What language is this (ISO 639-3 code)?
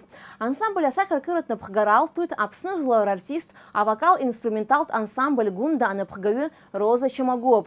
abk